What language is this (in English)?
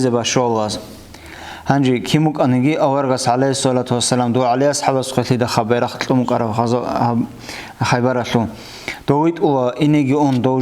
Avaric